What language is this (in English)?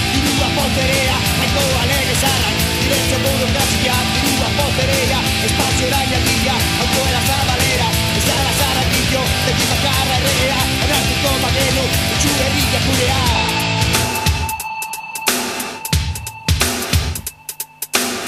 Basque